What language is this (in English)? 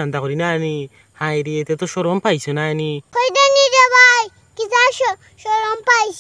Sylheti